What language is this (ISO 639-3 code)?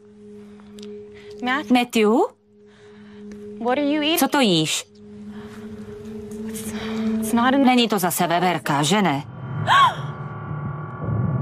ces